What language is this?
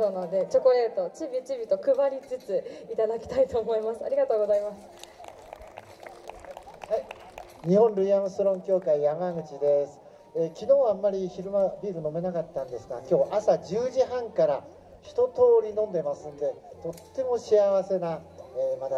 Japanese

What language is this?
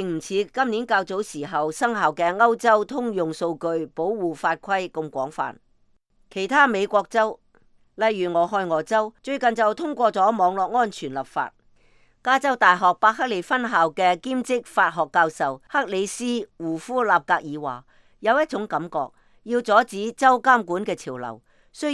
Cantonese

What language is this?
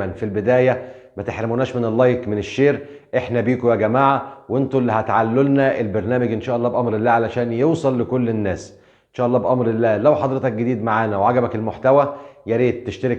Egyptian Arabic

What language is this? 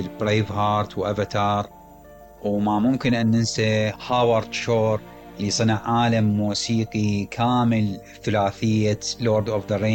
Mesopotamian Arabic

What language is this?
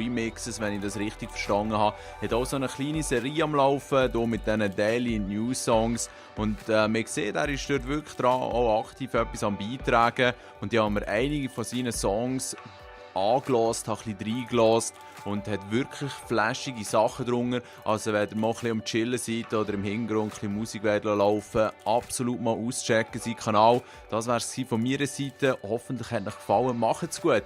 Swiss German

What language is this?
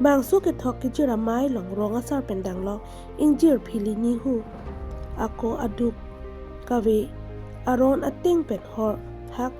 Karbi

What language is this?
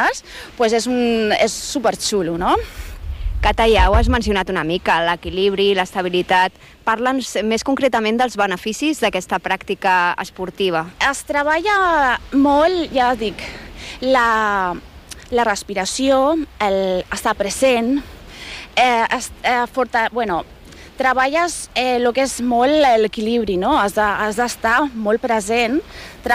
Catalan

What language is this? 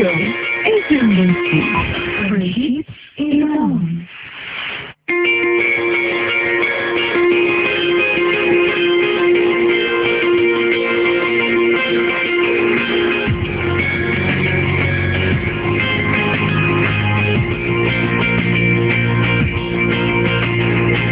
Bangla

